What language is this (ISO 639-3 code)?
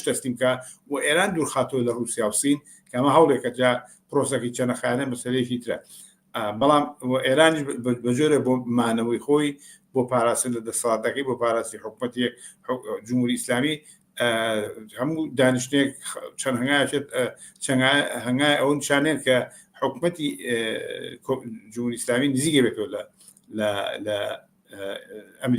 ckb